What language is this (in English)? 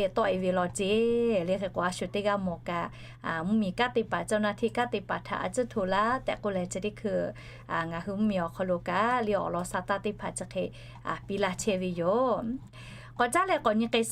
Lahu